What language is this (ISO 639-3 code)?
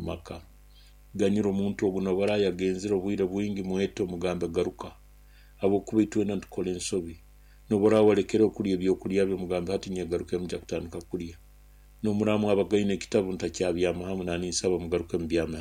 nyo